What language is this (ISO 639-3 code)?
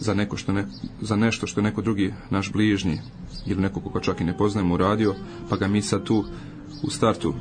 srp